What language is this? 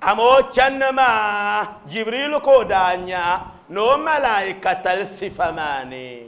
Dagbani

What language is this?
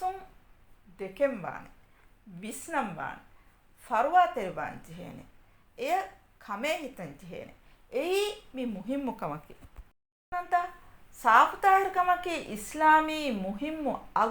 Divehi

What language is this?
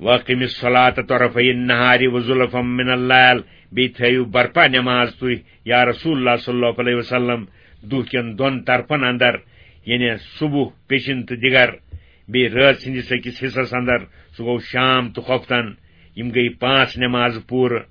Kashmiri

